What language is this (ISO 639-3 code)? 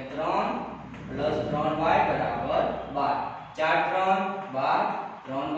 guj